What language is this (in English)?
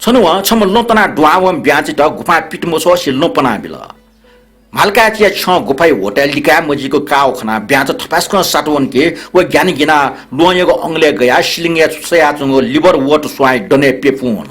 Newari